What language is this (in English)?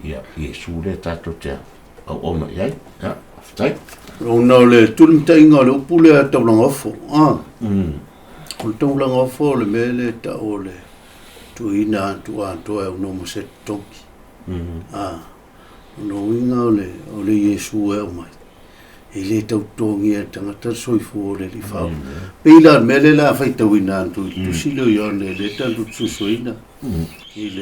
Samoan